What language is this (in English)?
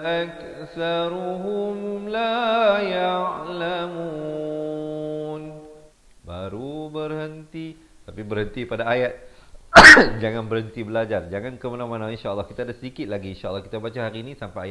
Malay